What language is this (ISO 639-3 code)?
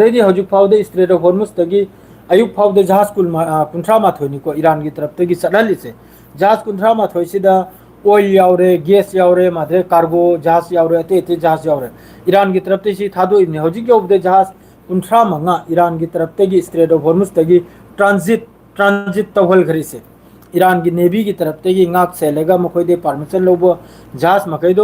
mni